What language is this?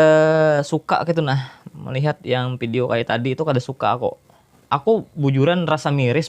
Banjar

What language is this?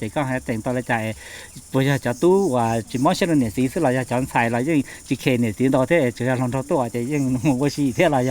Hmong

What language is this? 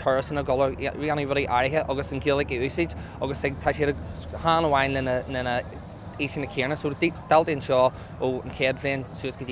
Irish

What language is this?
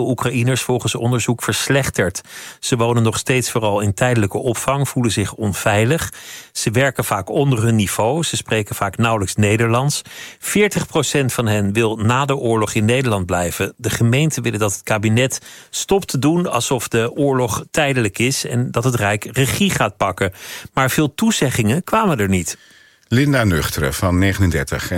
Dutch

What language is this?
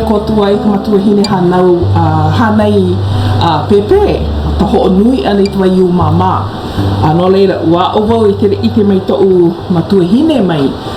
Hawaiian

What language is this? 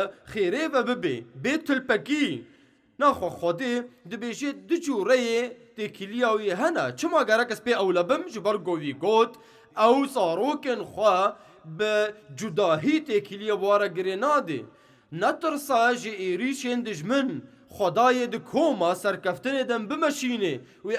Kurdish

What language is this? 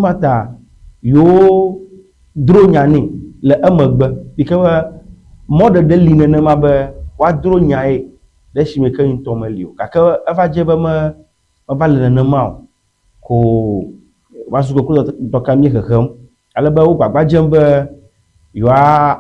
Ewe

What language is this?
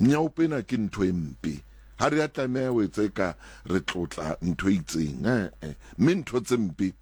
Southern Sotho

